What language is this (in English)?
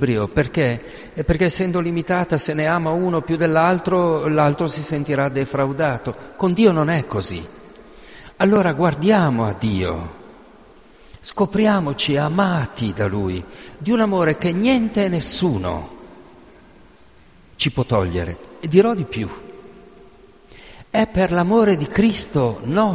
Italian